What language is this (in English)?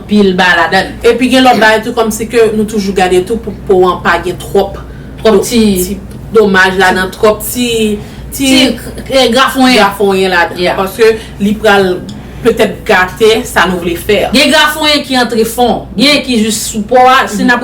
Haitian Creole